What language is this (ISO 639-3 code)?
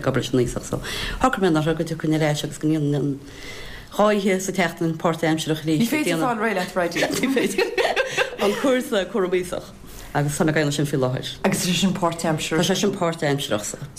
gle